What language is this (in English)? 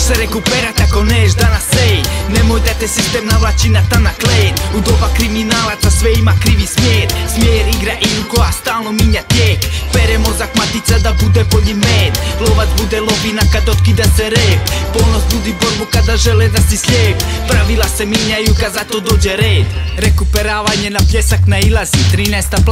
Croatian